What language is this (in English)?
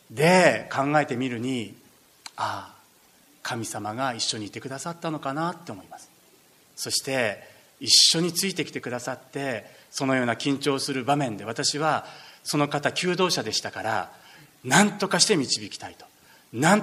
Japanese